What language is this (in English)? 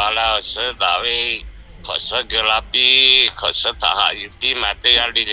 Lahu